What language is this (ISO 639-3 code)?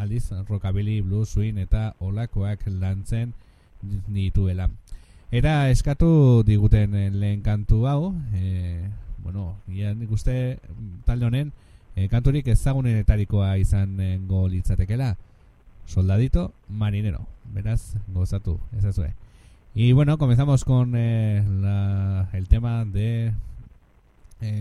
eus